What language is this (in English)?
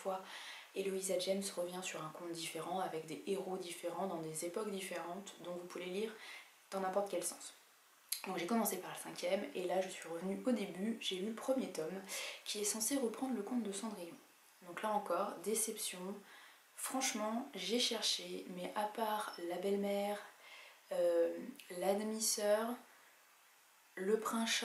French